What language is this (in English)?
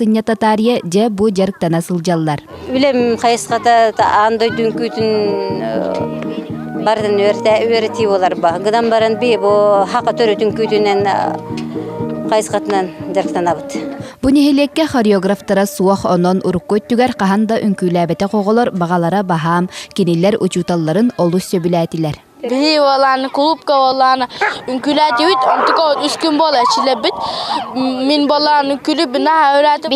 Yakut